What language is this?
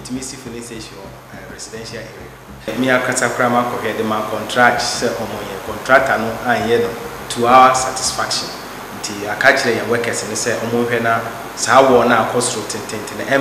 Akan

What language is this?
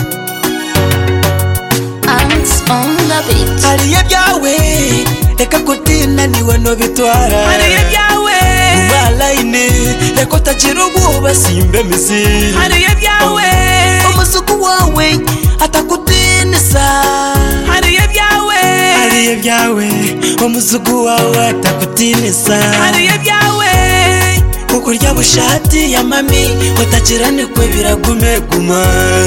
Kinyarwanda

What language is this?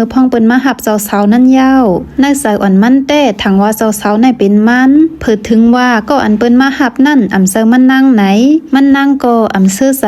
Shan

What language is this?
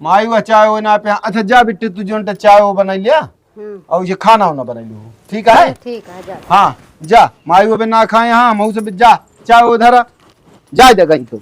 Awadhi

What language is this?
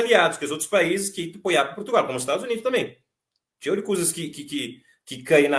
Kabuverdianu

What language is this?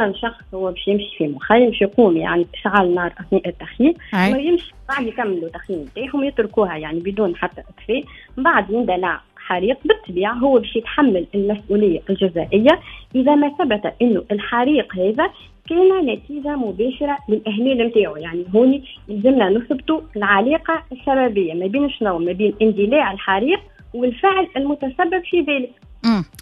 Tunisian Arabic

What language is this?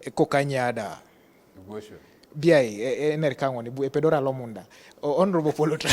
Teso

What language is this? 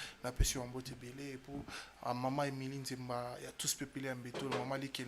Lingala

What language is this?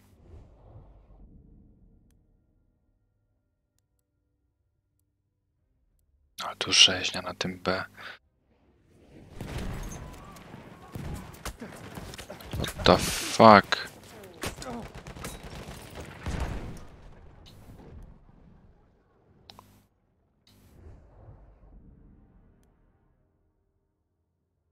Polish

